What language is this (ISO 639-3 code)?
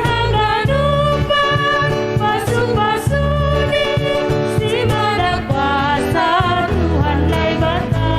bts